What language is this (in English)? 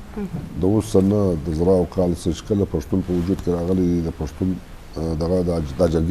Eastern Balochi